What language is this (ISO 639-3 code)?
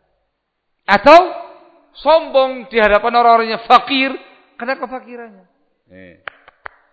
ind